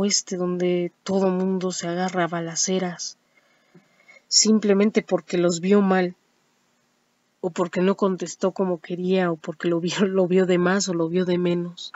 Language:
Spanish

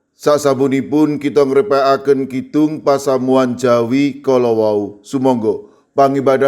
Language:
Javanese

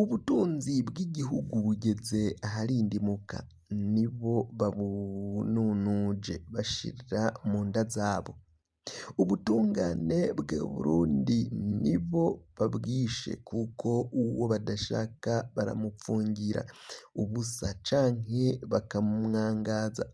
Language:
Rundi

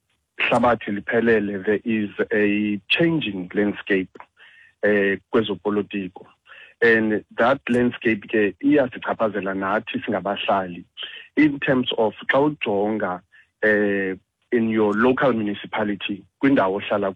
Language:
Xhosa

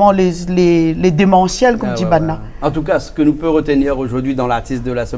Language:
Réunion Creole French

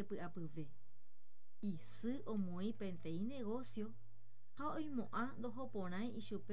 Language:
Guarani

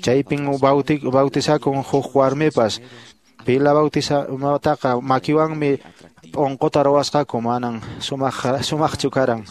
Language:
Quechua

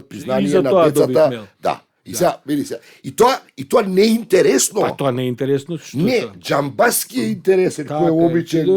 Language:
Macedonian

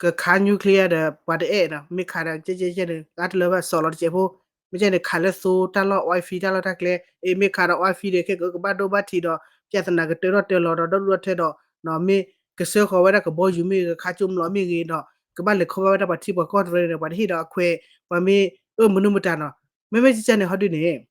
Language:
S'gaw Karen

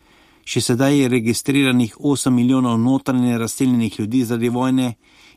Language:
Slovenian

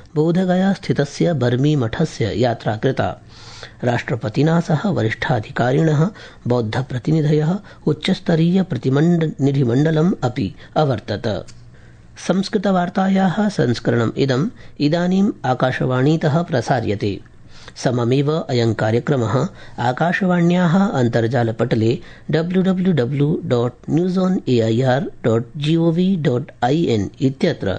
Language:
Sanskrit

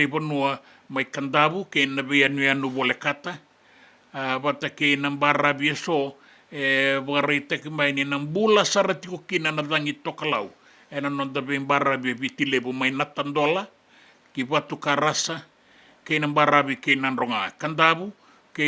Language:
Fijian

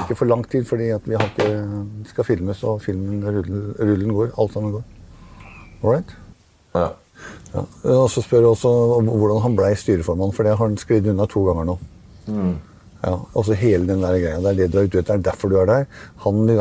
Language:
Norwegian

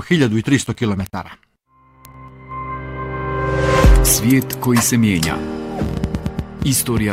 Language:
Bosnian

